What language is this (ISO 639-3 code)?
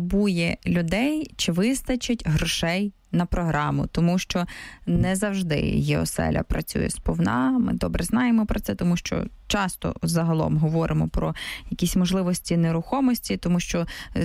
ukr